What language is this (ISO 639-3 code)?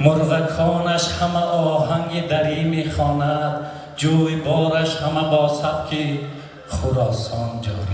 tgk